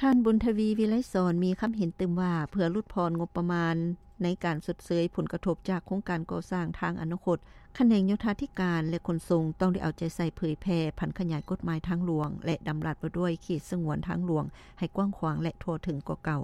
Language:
Lao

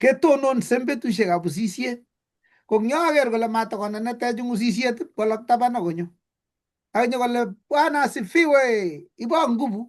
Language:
Kalenjin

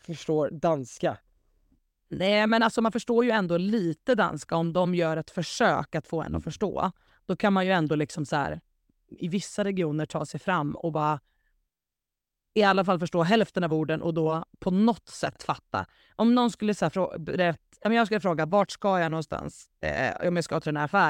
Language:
Swedish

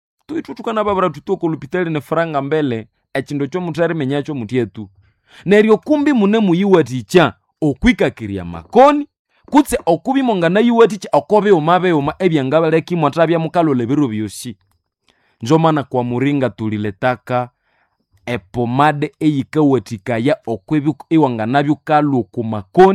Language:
Nande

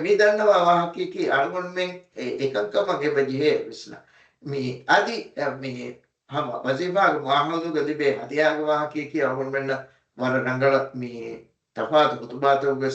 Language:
Divehi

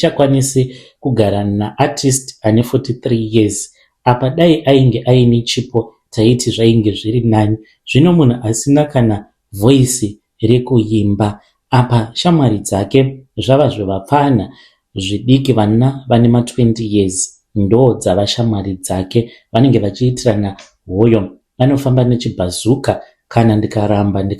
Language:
Shona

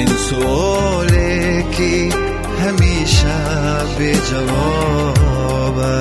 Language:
Tajik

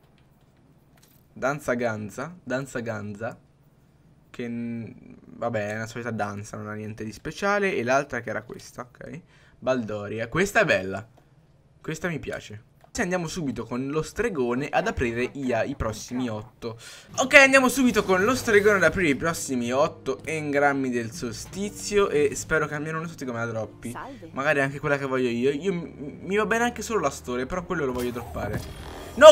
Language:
Italian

